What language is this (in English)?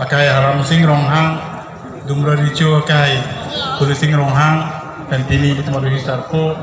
Karbi